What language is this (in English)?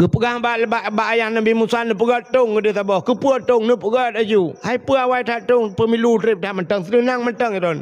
Achinese